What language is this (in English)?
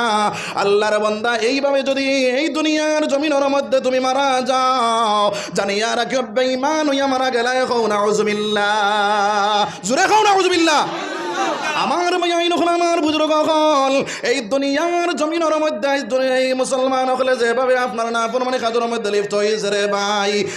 Sylheti